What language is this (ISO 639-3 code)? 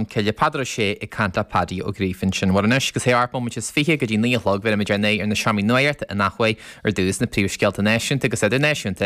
gle